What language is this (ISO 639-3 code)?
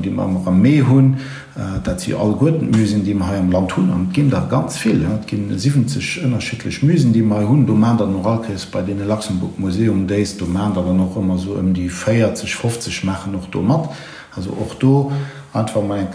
ltz